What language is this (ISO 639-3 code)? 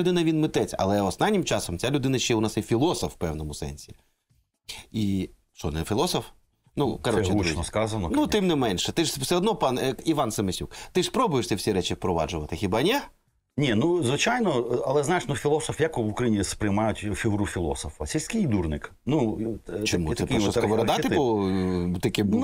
ukr